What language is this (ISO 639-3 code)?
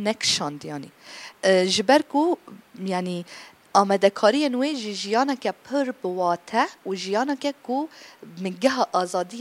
kur